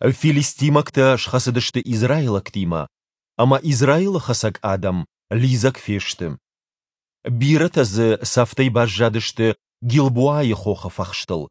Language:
Ossetic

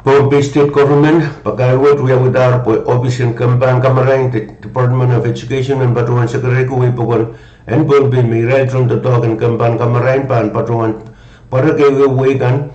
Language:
Pohnpeian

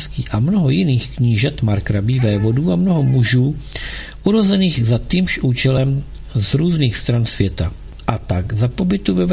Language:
Czech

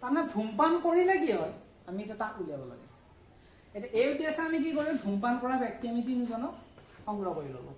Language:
Assamese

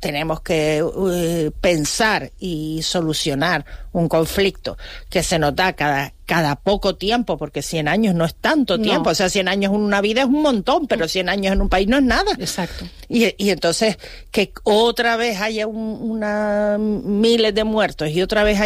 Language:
Spanish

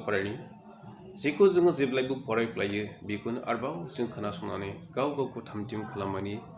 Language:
Bodo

